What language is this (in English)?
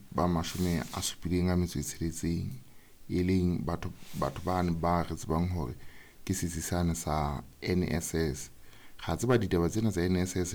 Southern Sotho